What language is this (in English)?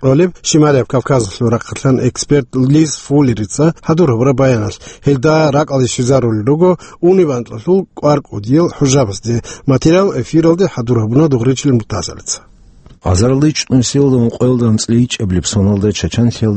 Avaric